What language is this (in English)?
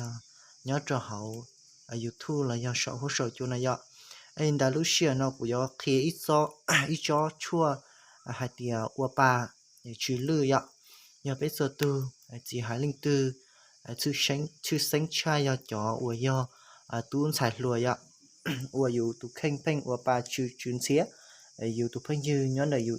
Hmong